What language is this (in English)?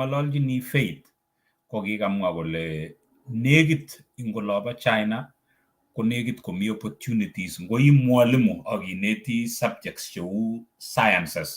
Kalenjin